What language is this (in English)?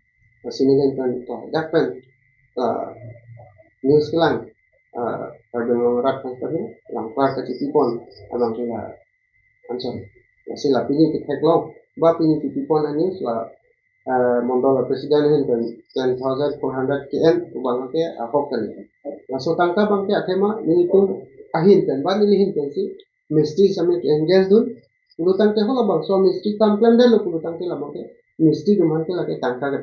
Karbi